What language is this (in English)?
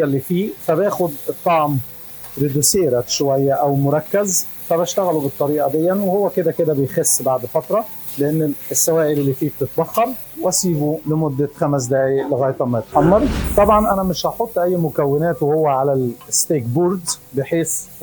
Egyptian Arabic